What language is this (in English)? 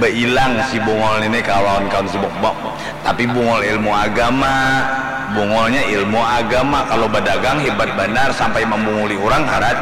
Banjar